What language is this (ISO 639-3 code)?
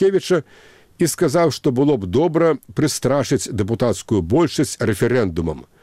bel